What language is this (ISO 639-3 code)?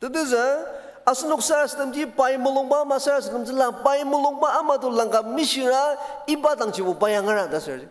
njo